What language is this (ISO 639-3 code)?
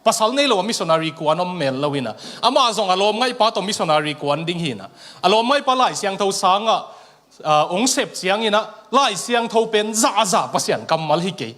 ctd